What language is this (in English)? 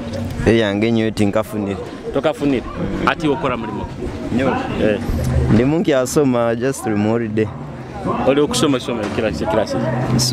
Nyoro